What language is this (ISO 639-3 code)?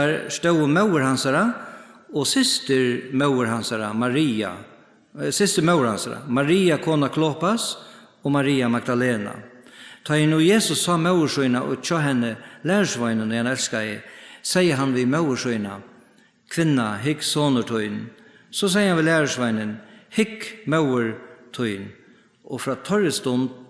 fao